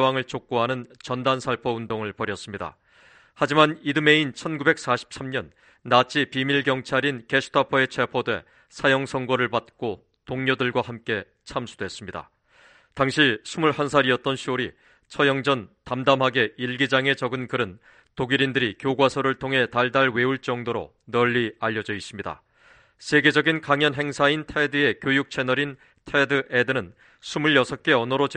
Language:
Korean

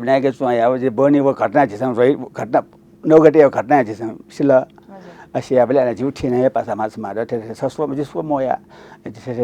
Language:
Newari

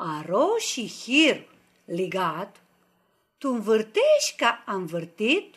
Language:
Aromanian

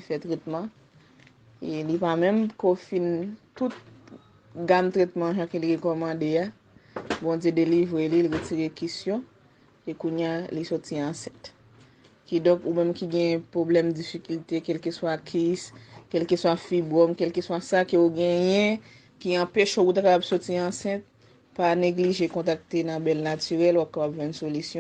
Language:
Haitian Creole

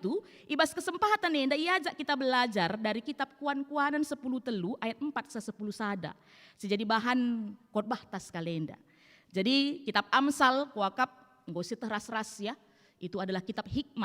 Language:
Batak Karo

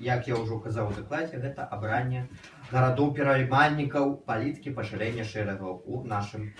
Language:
Belarusian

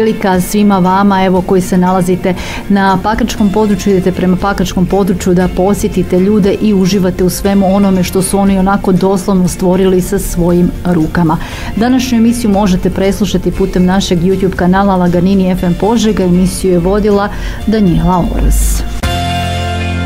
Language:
Croatian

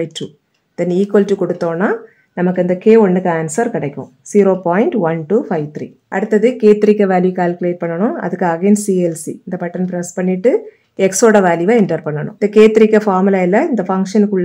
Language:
Tamil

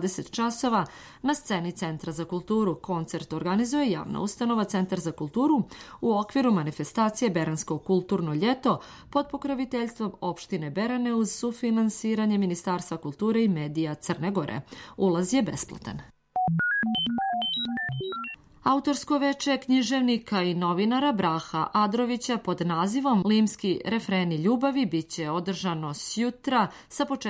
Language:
Serbian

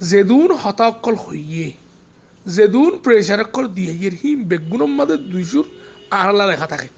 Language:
Rohingya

